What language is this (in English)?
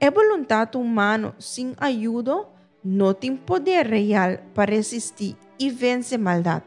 Papiamento